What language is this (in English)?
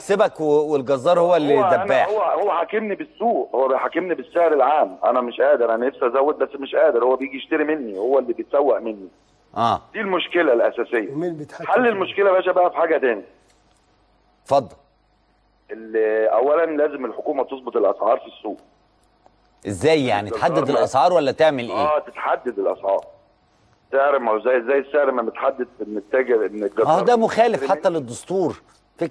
Egyptian Arabic